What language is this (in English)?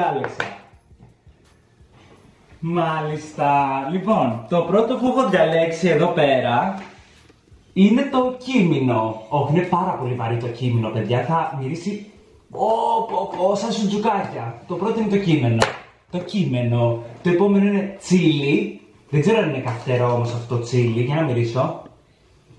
Greek